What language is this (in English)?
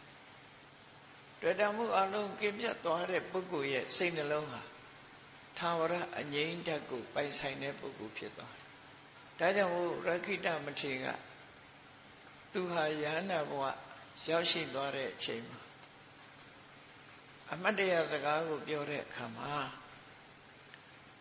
Burmese